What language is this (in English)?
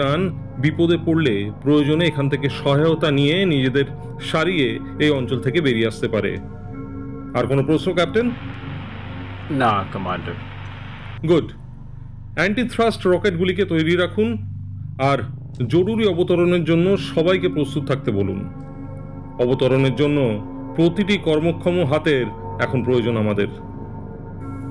Bangla